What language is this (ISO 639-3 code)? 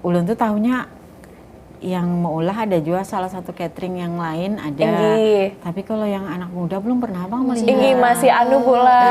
bjn